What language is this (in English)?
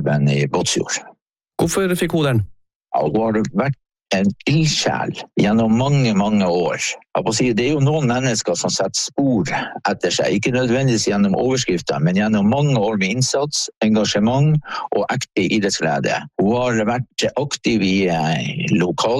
Norwegian